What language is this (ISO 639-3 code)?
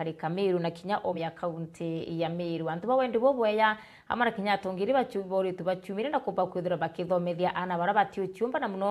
mer